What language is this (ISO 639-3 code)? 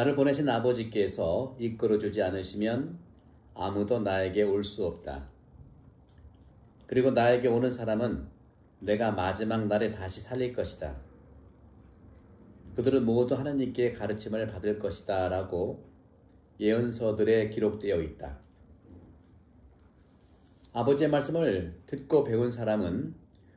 kor